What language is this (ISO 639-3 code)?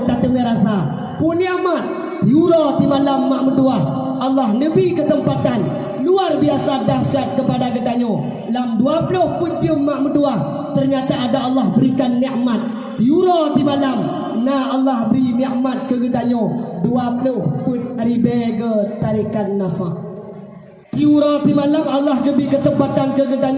ace